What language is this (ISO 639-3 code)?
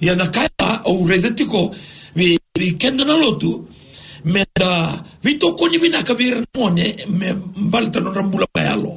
fij